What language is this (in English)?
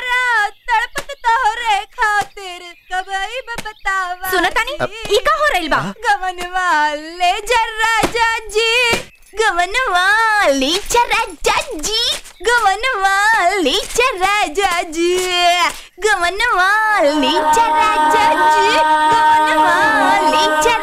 Bhojpuri